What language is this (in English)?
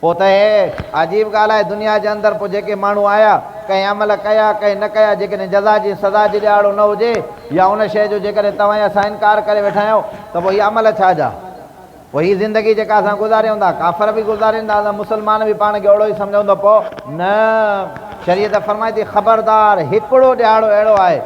Sindhi